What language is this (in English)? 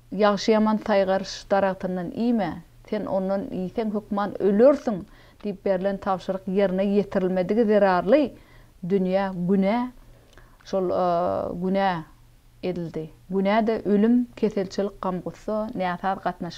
Turkmen